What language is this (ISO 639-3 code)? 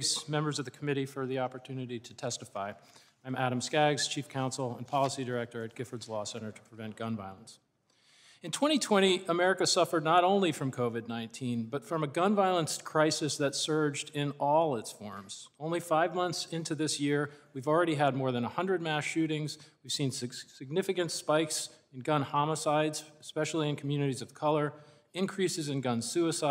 eng